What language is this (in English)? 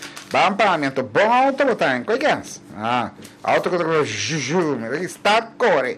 Papiamento